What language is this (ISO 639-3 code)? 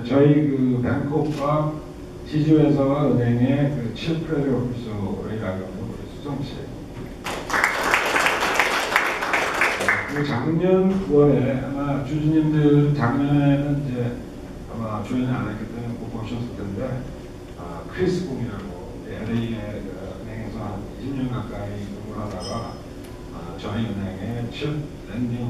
kor